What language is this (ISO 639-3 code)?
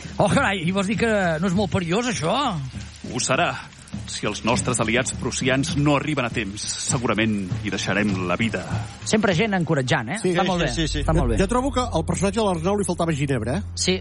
cat